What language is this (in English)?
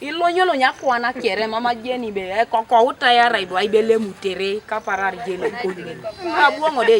Teso